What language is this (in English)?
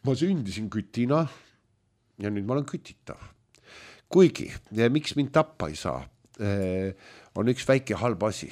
Estonian